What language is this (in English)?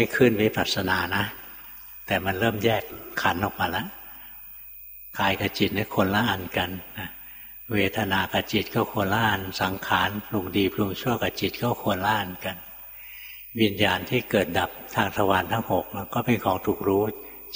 Thai